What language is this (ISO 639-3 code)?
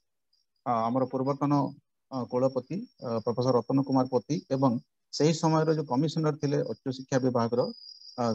ori